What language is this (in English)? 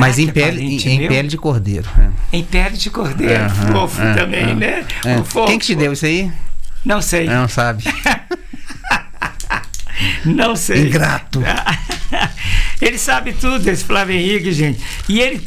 Portuguese